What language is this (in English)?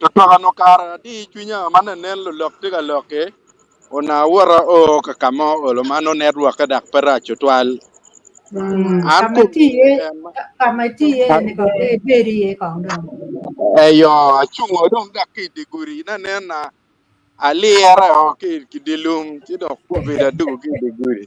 Acoli